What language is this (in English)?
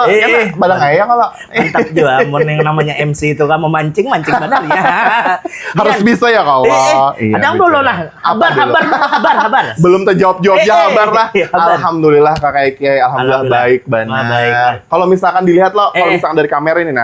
Banjar